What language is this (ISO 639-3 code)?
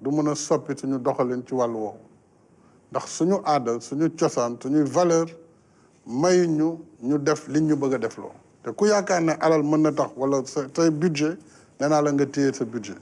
wol